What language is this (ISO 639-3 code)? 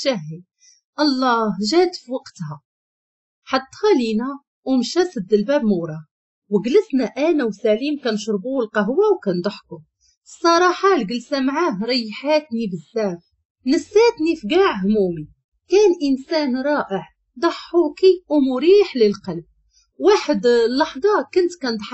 ary